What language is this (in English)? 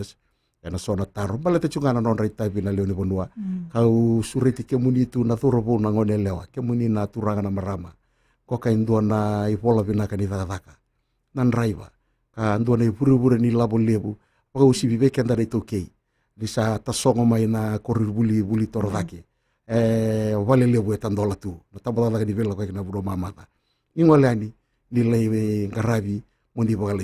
Fijian